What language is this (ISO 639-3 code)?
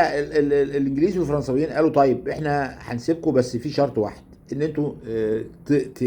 arz